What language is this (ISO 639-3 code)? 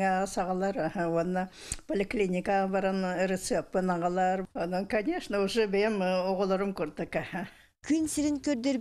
sah